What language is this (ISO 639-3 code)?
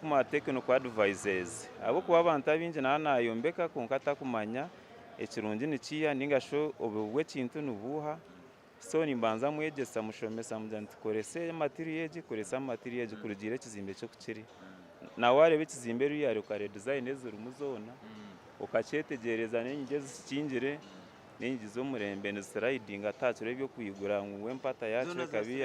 nyn